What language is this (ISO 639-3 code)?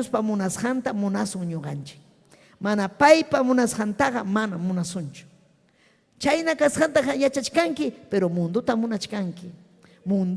quy